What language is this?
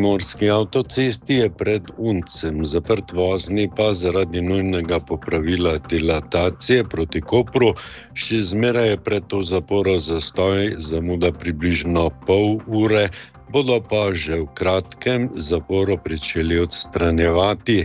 Slovenian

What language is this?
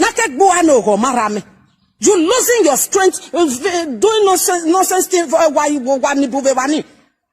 Nigerian Pidgin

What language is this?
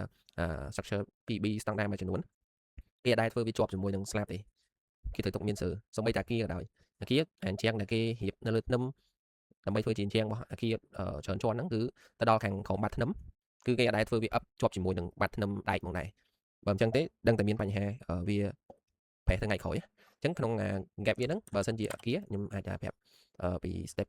Khmer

